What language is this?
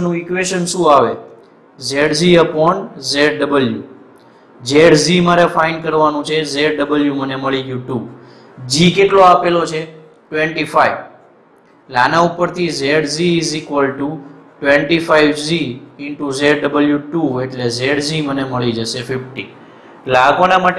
Gujarati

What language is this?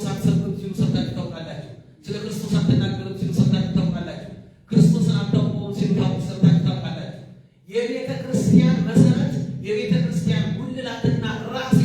Amharic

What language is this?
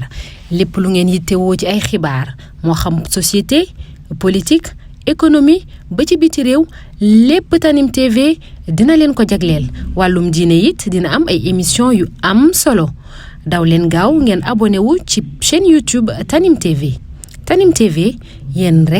Wolof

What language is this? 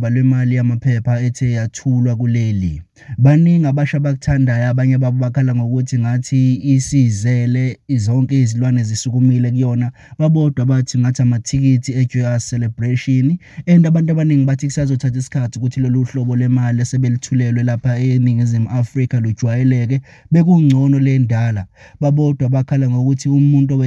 Zulu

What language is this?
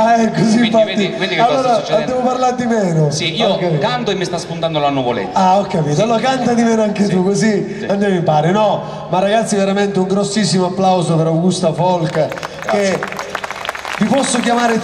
Italian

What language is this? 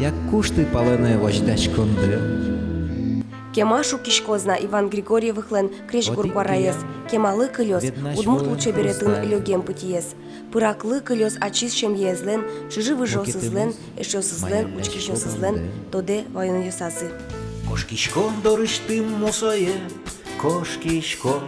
Udmurt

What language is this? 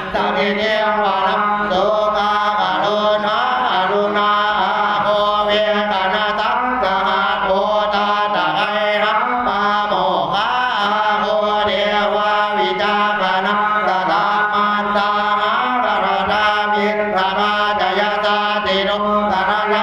Pali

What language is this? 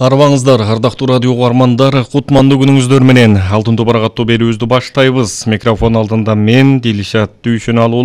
Kyrgyz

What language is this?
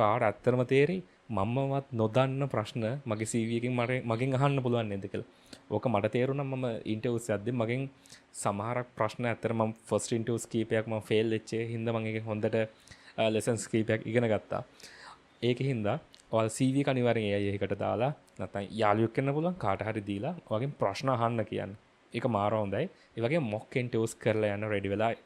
Sinhala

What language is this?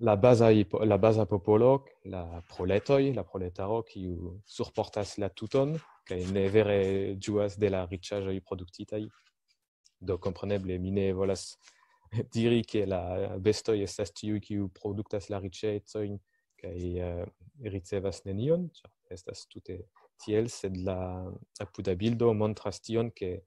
Esperanto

